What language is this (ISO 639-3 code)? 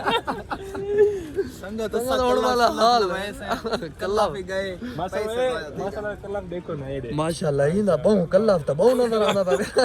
skr